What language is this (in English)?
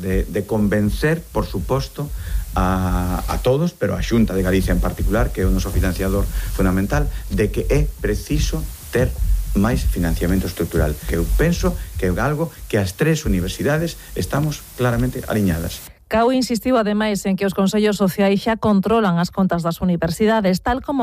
Galician